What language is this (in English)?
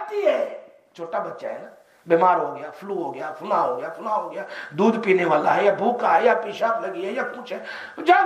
Urdu